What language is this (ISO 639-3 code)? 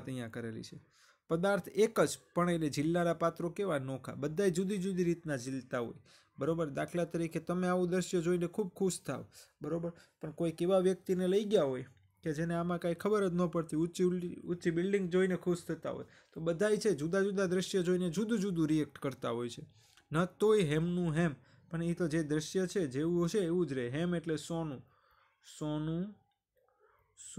guj